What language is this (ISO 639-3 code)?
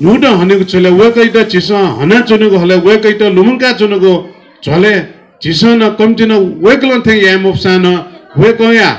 new